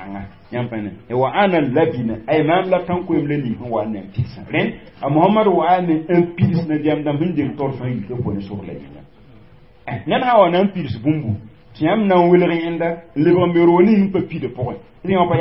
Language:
Mossi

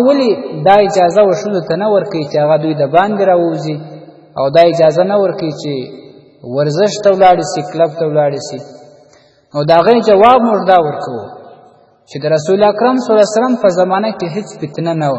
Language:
Pashto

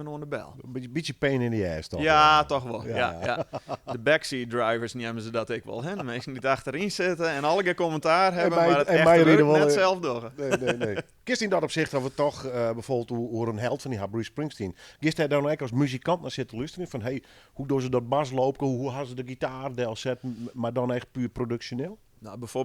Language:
Western Frisian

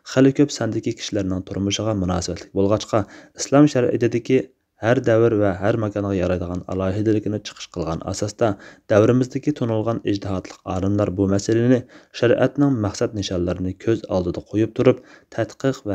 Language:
Uyghur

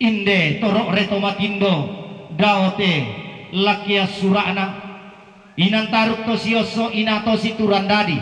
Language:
Toraja-Sa'dan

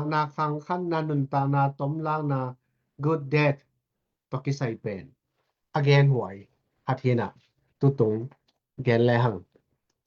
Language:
Tedim Chin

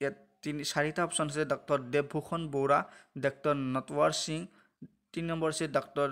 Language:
Assamese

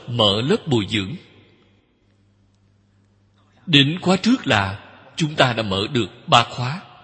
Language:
Vietnamese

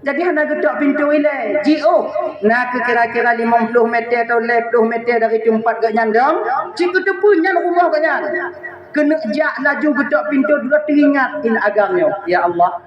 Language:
Achinese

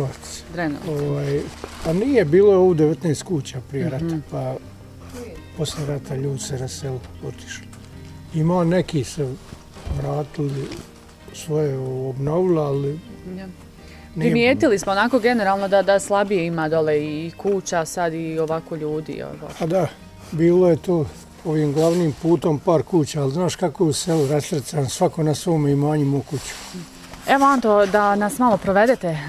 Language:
Bosnian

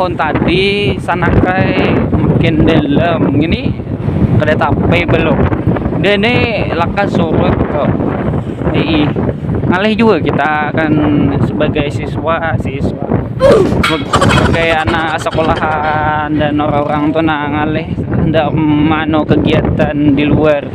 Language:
Banjar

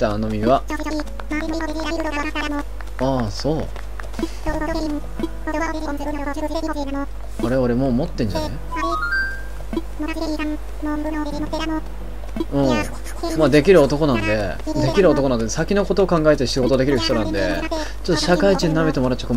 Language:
Japanese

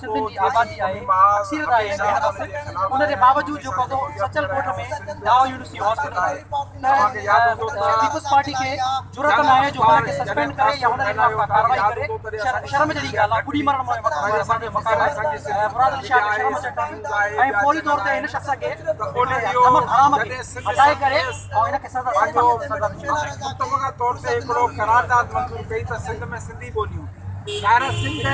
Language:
Sindhi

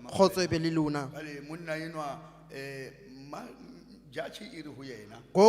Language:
Southern Sotho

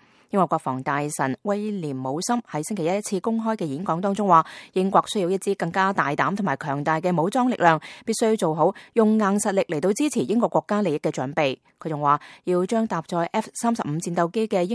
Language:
Cantonese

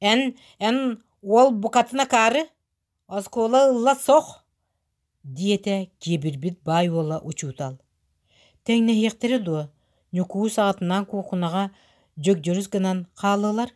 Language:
Yakut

